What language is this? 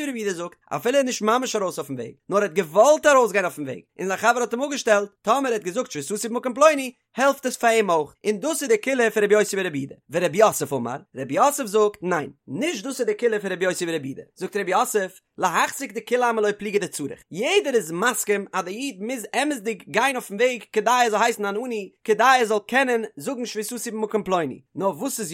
Yiddish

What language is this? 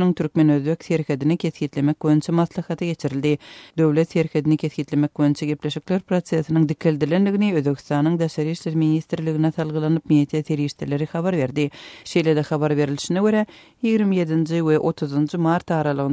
Turkmen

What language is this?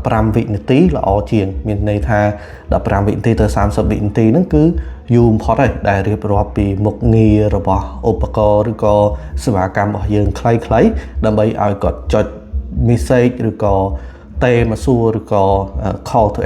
Khmer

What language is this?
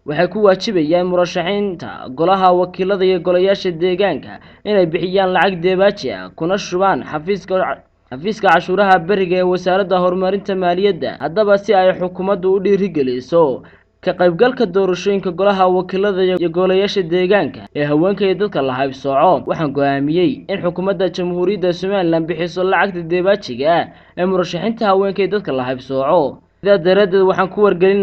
Somali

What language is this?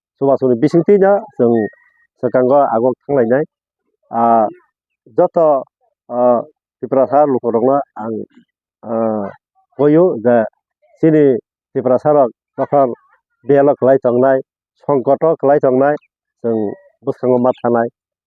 Kok Borok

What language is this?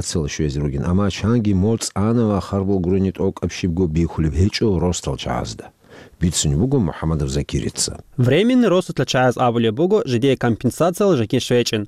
Avaric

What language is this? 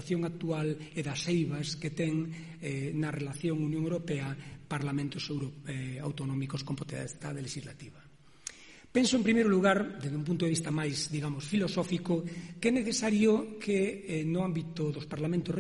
Galician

